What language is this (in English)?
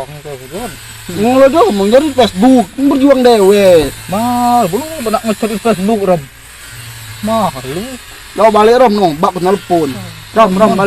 Musi